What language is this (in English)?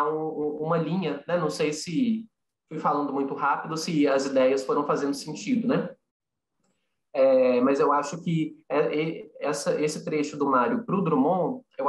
Portuguese